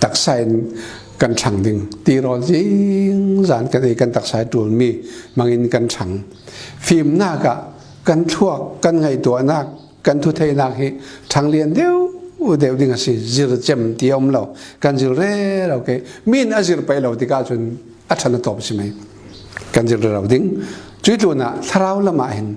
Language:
Falam Chin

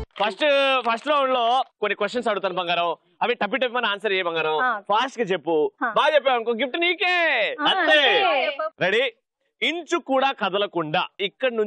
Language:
Telugu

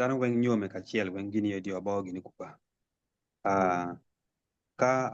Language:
Acoli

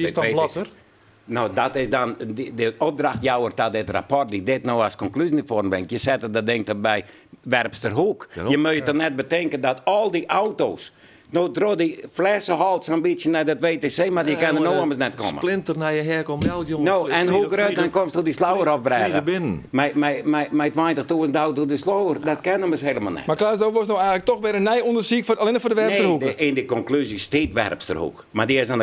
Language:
Western Frisian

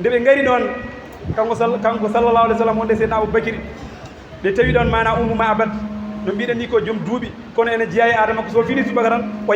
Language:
Fula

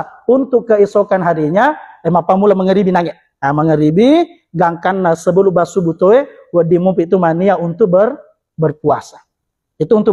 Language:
Buginese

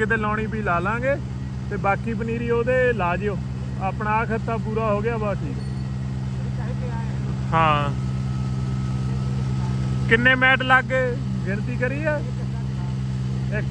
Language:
Punjabi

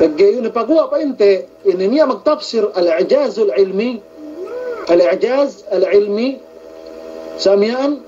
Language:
Yakan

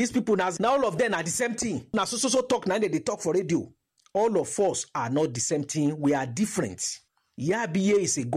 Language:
Nigerian Pidgin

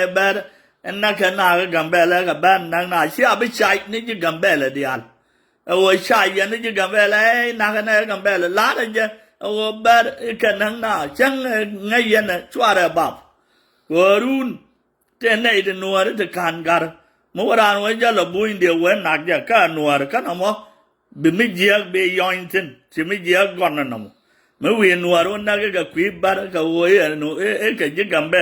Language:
Nuer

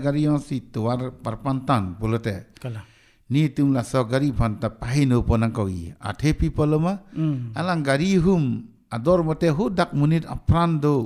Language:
Karbi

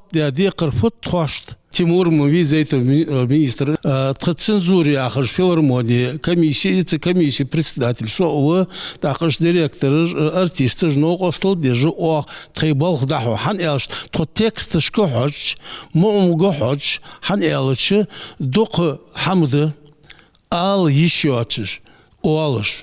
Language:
Ingush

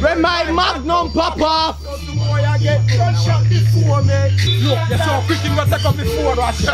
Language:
Jamaican Creole English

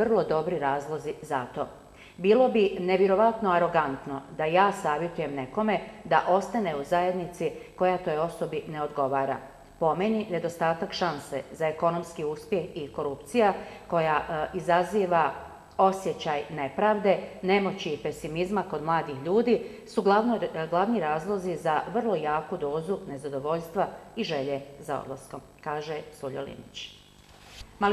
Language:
Bosnian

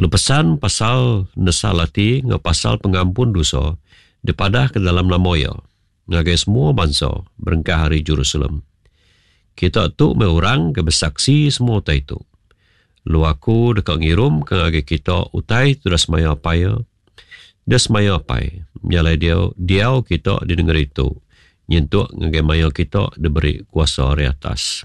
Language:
Iban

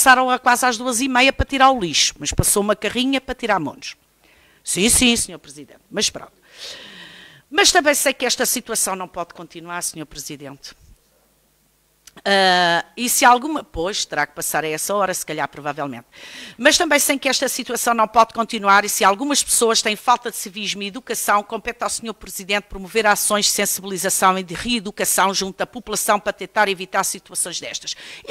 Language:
Portuguese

